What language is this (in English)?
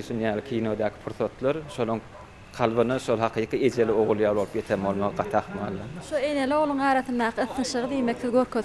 Turkmen